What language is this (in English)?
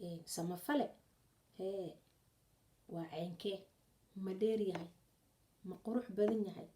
Somali